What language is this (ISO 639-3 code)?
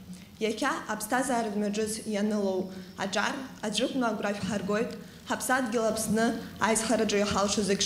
abk